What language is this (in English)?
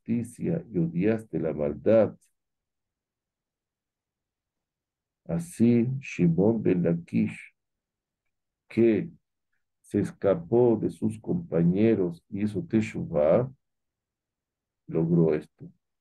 Spanish